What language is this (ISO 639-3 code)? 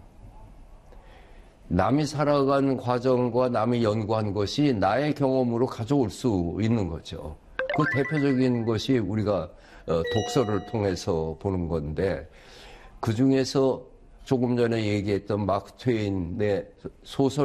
kor